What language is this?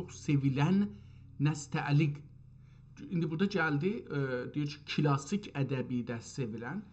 South Azerbaijani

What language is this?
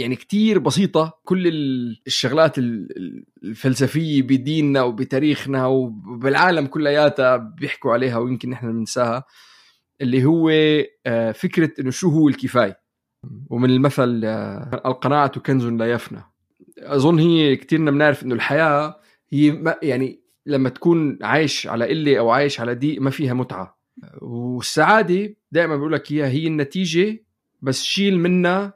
North Levantine Arabic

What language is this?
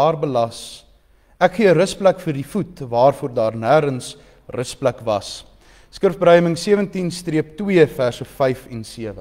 Afrikaans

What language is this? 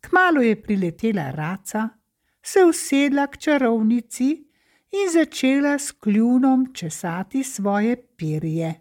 Slovenian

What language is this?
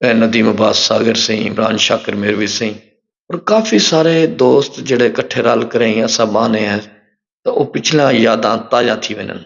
Saraiki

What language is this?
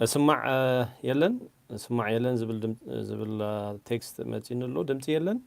Tigrinya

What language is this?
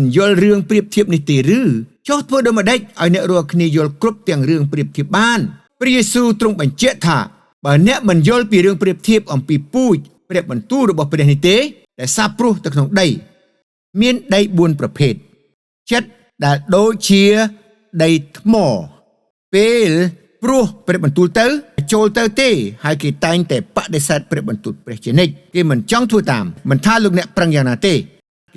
Khmer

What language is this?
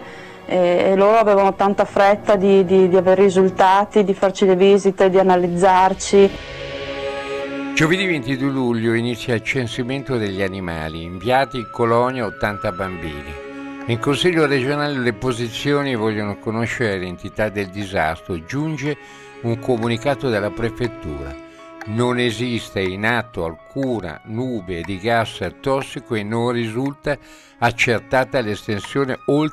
Italian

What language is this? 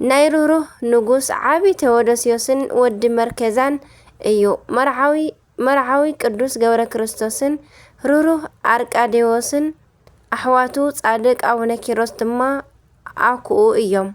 Tigrinya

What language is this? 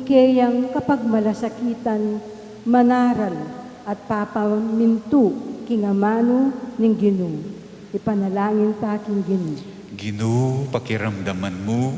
Pampanga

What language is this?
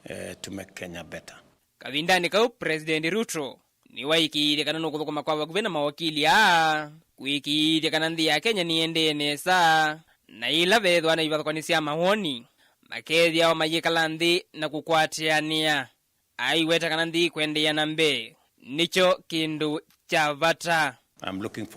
Kamba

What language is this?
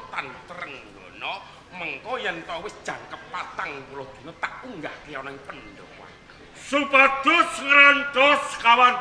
Javanese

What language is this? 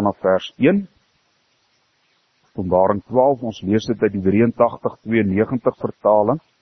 Afrikaans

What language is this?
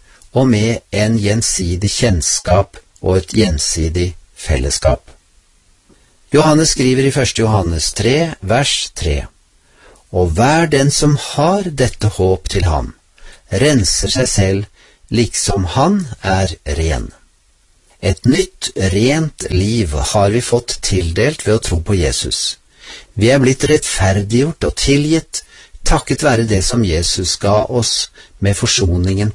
Norwegian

